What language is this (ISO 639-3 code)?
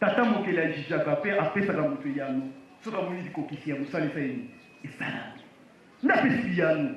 lin